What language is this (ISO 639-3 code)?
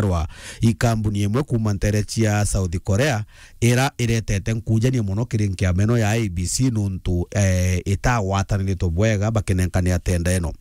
mer